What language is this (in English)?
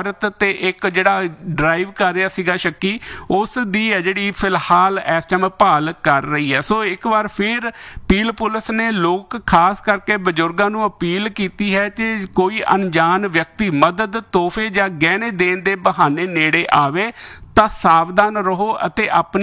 Punjabi